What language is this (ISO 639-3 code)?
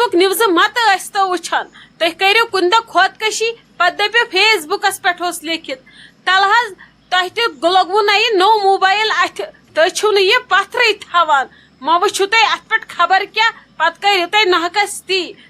kas